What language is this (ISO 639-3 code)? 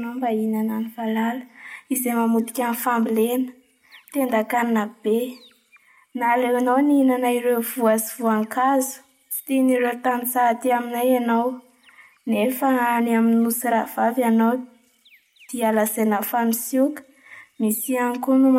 mlg